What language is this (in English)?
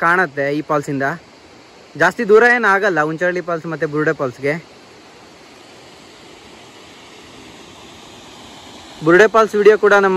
Kannada